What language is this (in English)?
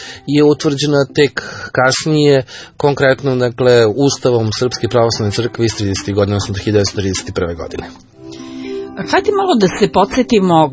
Serbian